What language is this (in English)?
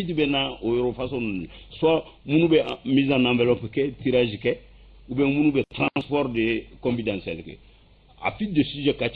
Bambara